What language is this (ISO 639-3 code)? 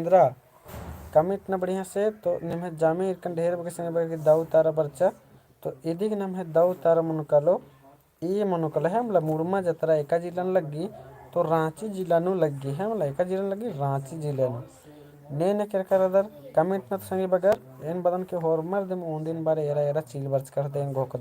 kru